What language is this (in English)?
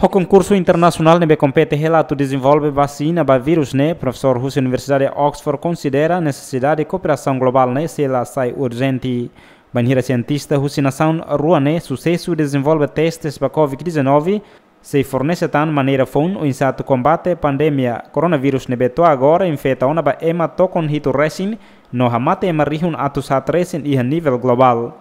Tetum